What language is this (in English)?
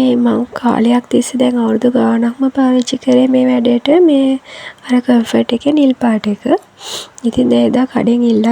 Sinhala